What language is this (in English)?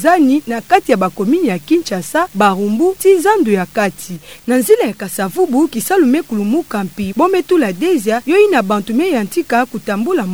Kituba (Democratic Republic of Congo)